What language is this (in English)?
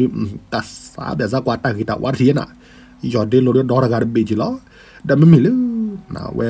S'gaw Karen